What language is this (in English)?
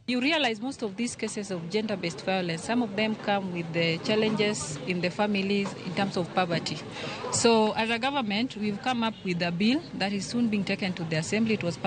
Luo (Kenya and Tanzania)